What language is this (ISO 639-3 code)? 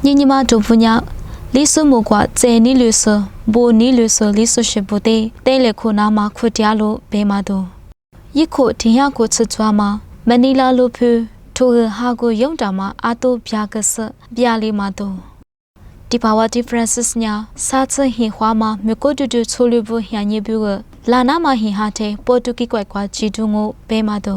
lis